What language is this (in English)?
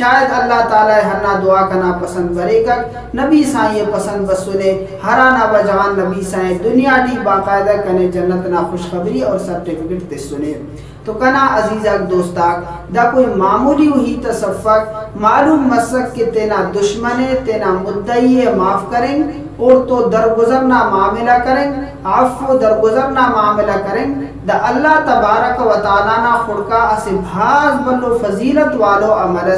Brahui